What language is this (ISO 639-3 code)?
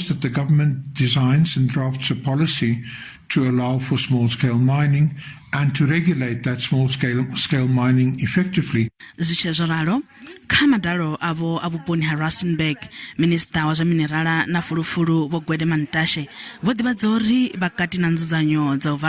ven